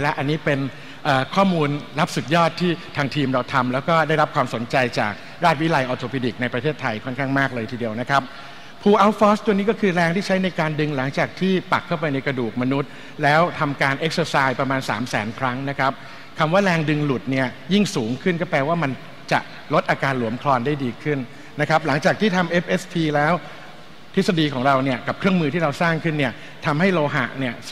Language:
Thai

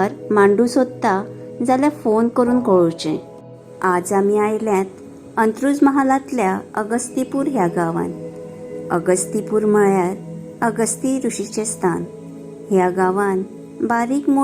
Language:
Konkani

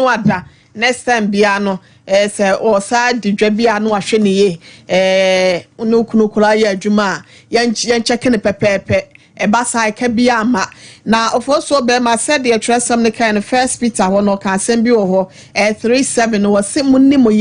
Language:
Akan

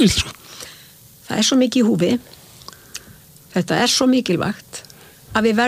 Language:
Icelandic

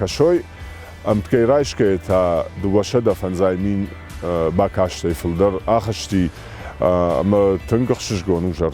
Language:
Ossetic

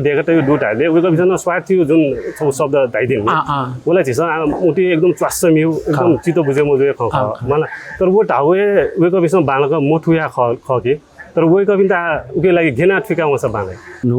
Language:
Newari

